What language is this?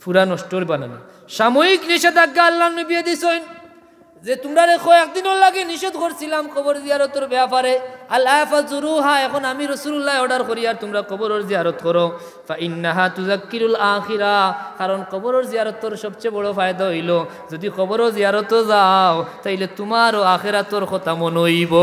Sylheti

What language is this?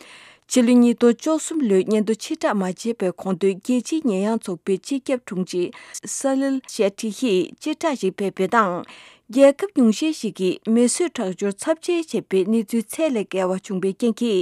Tibetan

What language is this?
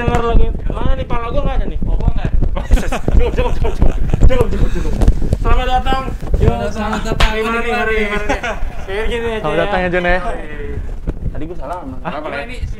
Indonesian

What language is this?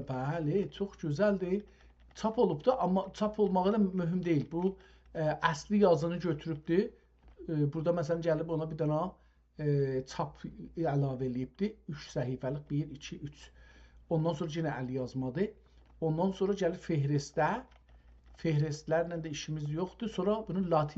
South Azerbaijani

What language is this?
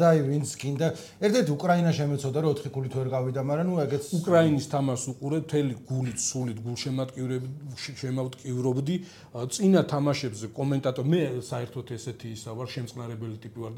Georgian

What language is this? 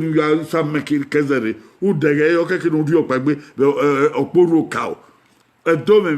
Bini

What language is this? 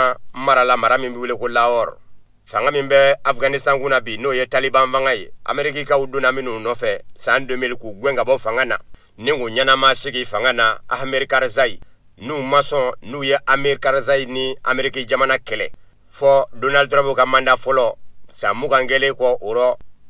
Bambara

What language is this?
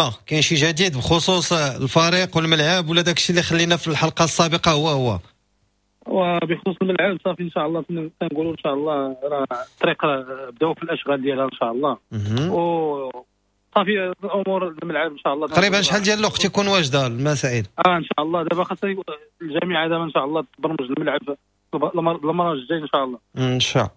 Moroccan Arabic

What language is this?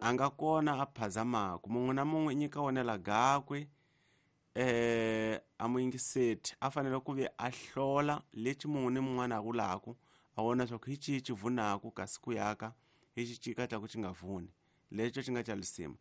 Tsonga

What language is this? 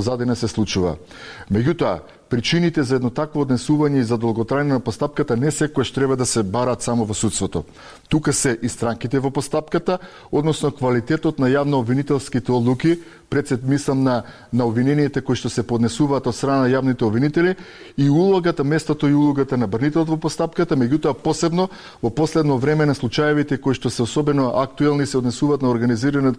Macedonian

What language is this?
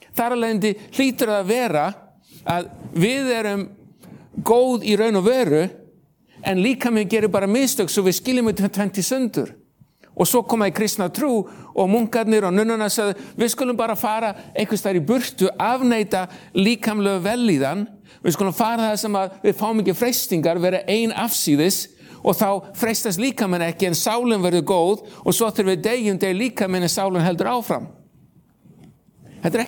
Icelandic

